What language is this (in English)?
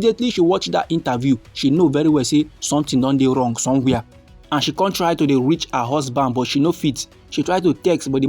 Nigerian Pidgin